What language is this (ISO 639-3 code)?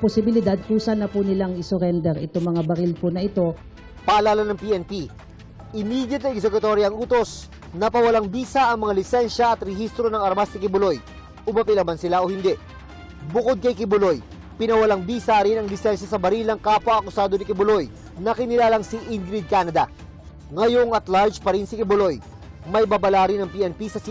fil